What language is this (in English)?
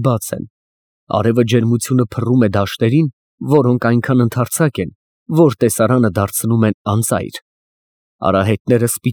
Armenian